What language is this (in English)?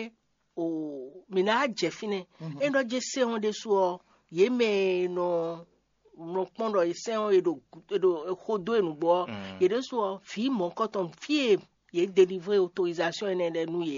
Fon